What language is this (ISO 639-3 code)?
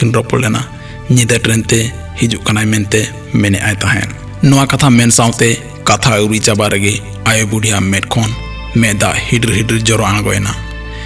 sat